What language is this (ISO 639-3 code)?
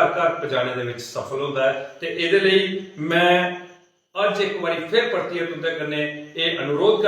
doi